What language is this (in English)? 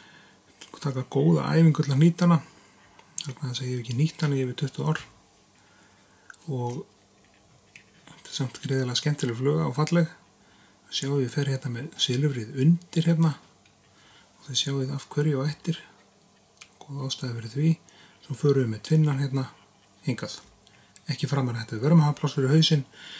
Icelandic